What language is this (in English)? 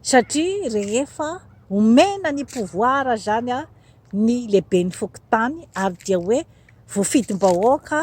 Malagasy